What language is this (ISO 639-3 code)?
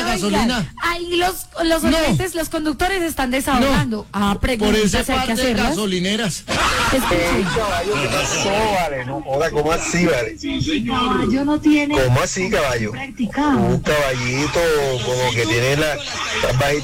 spa